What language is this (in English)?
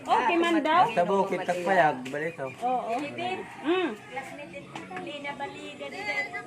Waray